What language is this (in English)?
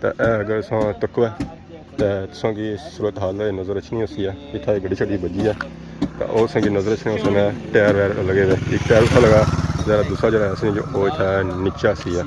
Pahari-Potwari